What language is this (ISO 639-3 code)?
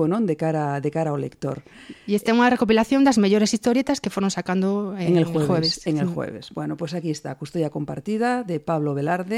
glg